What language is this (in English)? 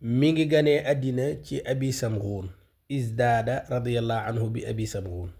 Wolof